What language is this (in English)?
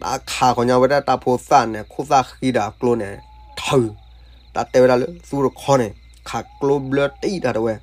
S'gaw Karen